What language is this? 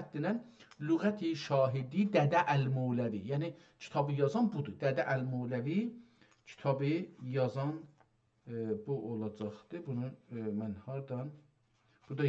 South Azerbaijani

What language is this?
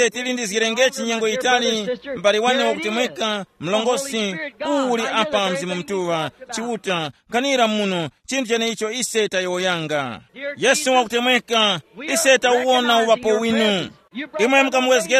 Tumbuka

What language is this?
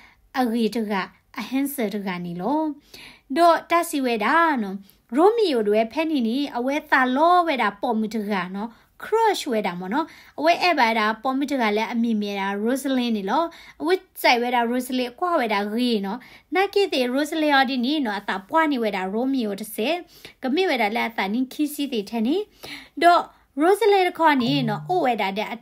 S'gaw Karen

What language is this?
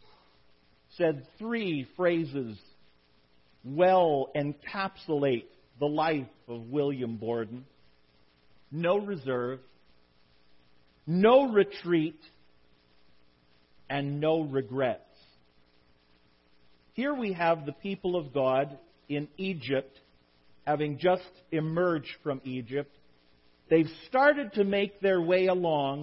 English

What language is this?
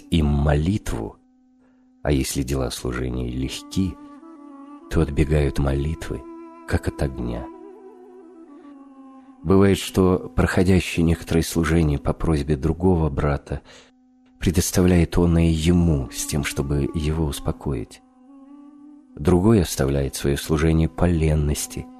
Russian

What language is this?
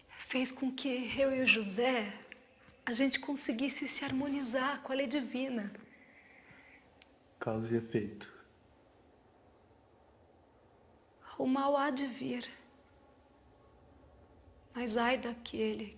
Portuguese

